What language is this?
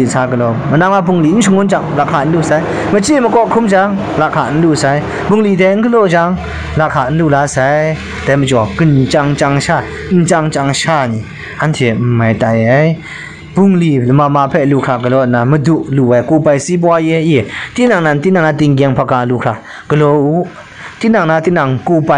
Kachin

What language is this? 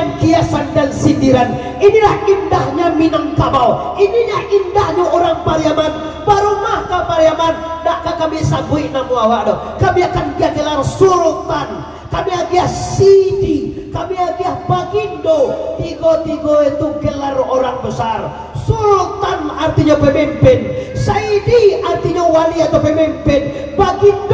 Minangkabau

